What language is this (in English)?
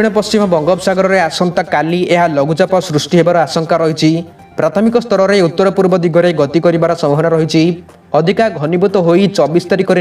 Odia